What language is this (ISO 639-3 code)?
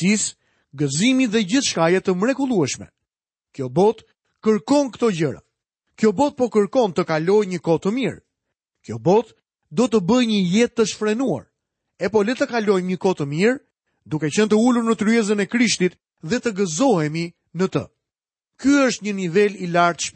sqi